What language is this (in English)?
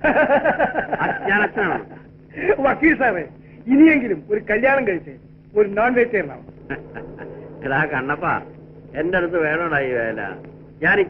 Malayalam